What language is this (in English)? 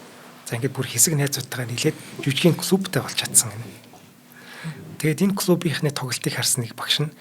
Mongolian